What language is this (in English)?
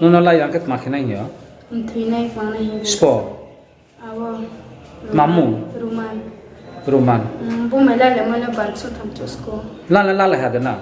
Riang (India)